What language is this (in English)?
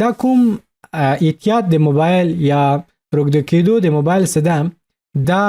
Pashto